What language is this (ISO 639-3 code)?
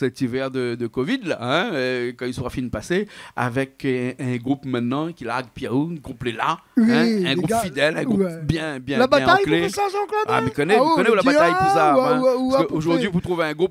rcf